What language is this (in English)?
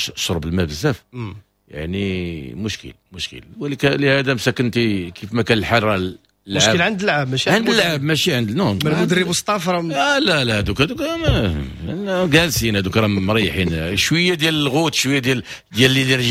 Moroccan Arabic